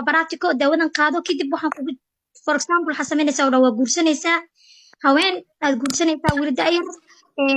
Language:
Somali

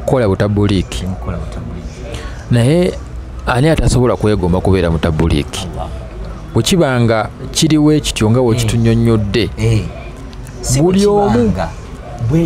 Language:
Ganda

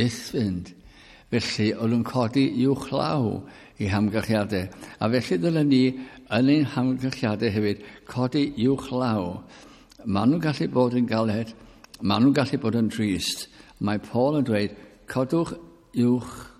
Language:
Welsh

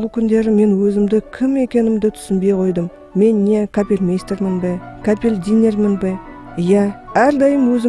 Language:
Kazakh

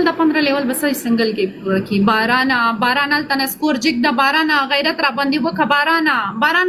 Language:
Pashto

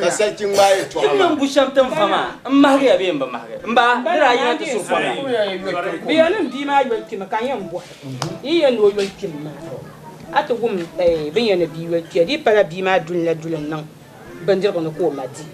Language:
Dagbani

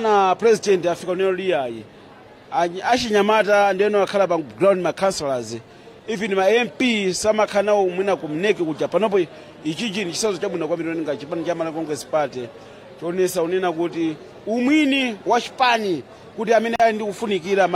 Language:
Nyanja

